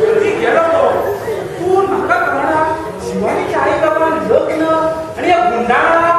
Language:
Konkani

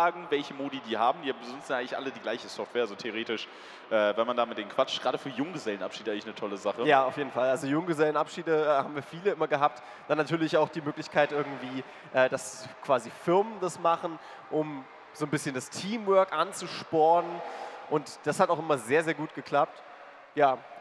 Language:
German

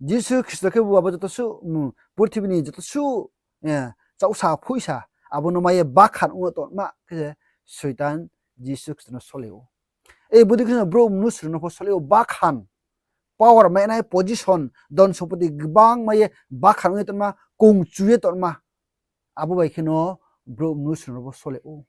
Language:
Riang (India)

